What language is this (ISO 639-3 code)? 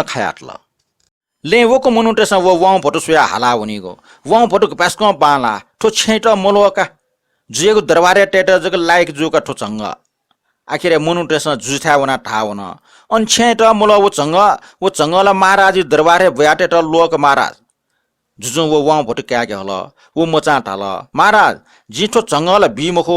new